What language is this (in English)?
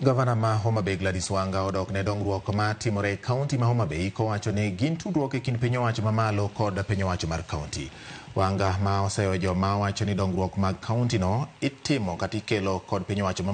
Luo (Kenya and Tanzania)